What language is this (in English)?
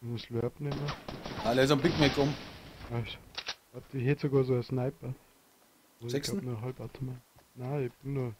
Bavarian